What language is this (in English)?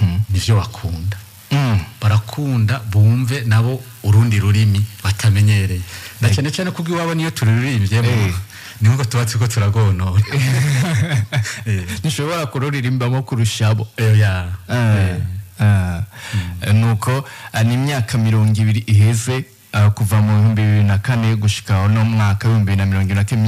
Rundi